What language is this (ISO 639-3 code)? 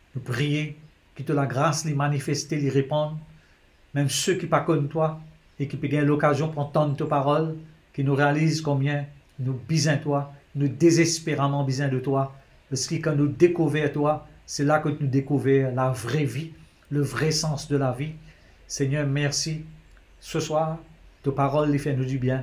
mfe